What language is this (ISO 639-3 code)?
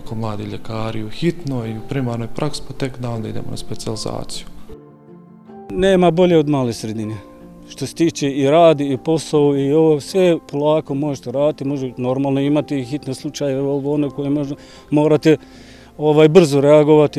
bos